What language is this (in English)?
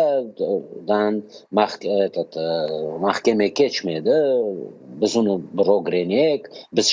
Crimean Tatar